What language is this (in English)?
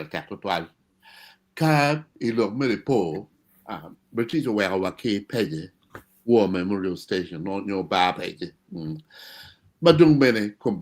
Acoli